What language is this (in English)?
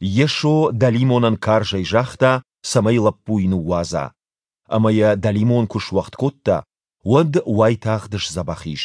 Ossetic